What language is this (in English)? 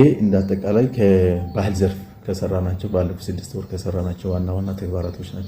Amharic